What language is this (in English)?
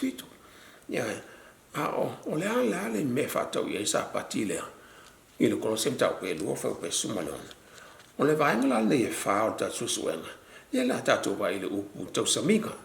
Samoan